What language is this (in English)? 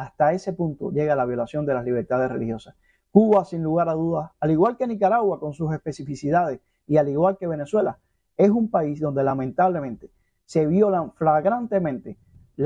Spanish